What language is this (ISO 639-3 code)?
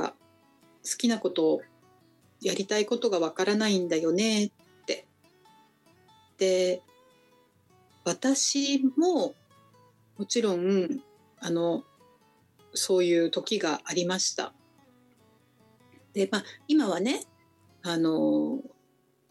jpn